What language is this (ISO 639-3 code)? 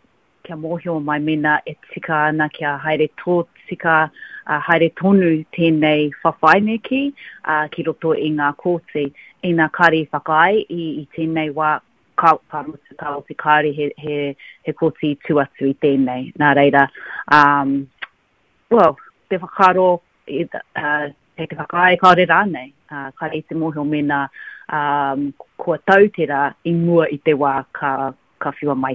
mri